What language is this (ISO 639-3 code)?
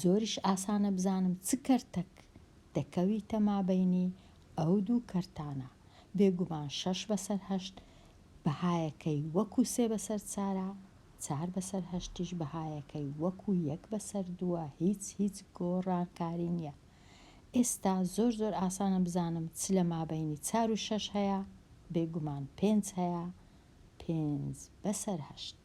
ckb